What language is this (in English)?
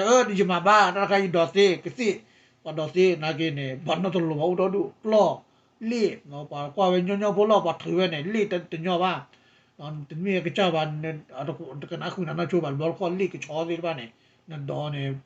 S'gaw Karen